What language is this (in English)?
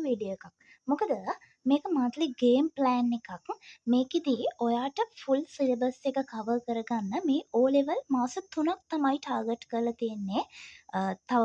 Sinhala